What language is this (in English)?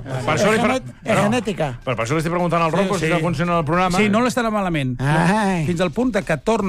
Catalan